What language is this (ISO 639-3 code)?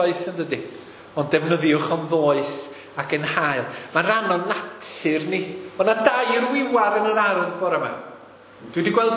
cym